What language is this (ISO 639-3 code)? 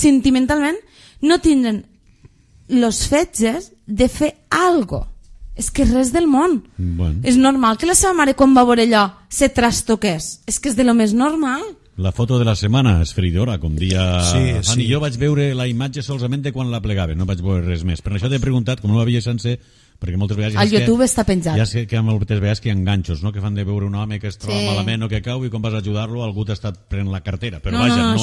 cat